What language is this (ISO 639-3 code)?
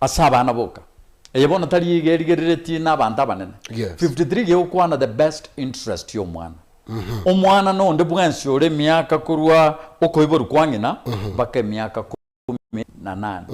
guz